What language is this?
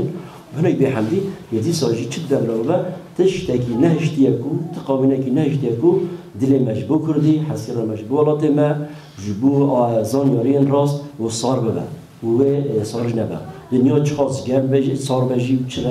Kurdish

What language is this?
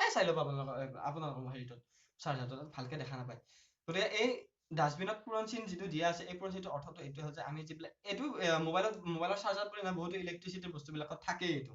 Assamese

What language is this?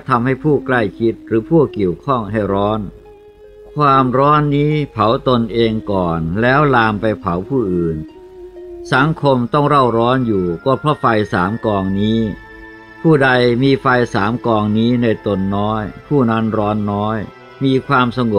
Thai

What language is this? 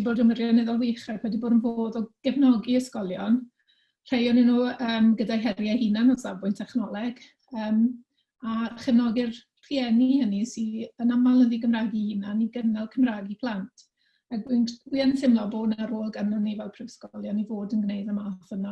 Welsh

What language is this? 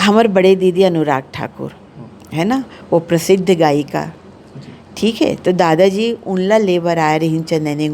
Chhattisgarhi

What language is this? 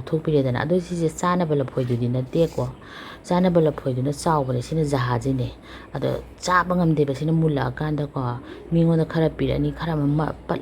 Manipuri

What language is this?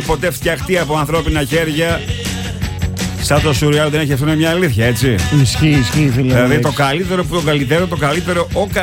Greek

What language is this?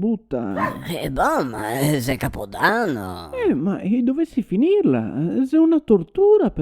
Venetian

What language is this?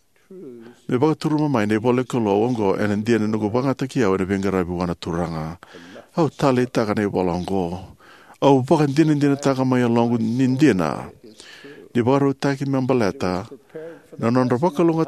Fijian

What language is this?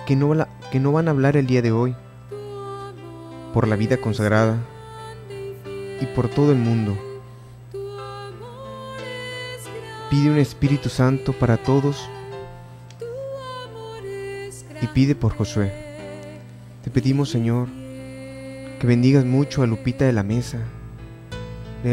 Spanish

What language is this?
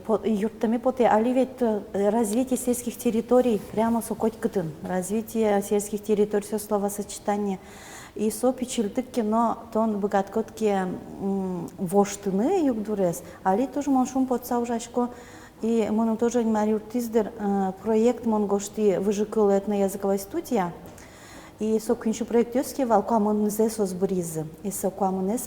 Udmurt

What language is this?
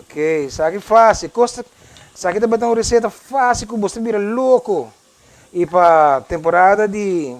Papiamento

